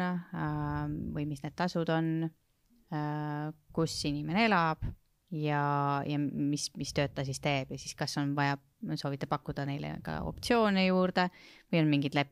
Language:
Estonian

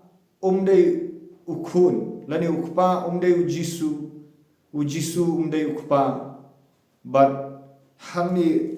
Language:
Khasi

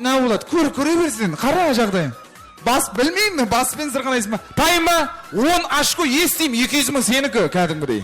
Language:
Kara-Kalpak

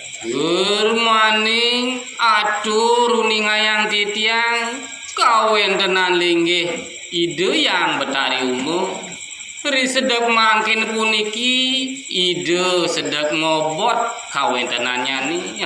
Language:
Balinese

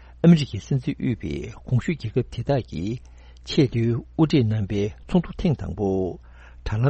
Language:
Tibetan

